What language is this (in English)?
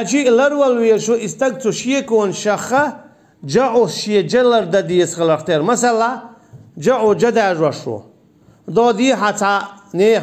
Chechen